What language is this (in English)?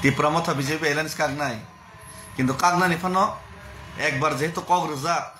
Kok Borok